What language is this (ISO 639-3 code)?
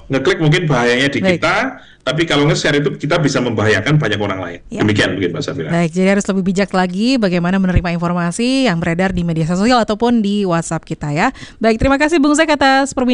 ind